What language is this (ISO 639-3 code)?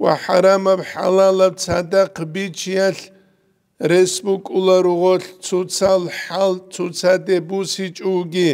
ava